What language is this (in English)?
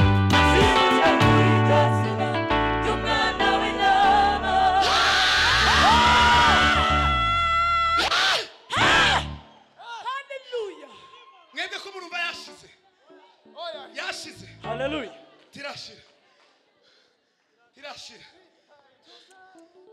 Kinyarwanda